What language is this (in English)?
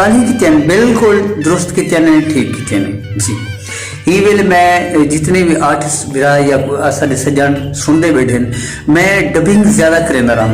Saraiki